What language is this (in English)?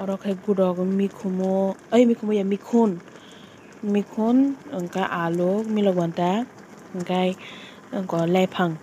Kok Borok